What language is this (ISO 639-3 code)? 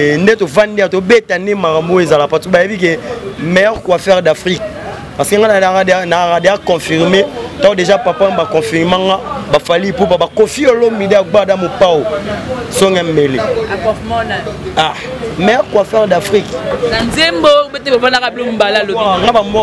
lin